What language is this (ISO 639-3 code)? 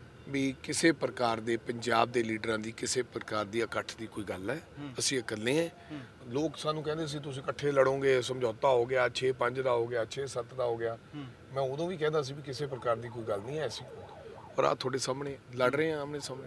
pan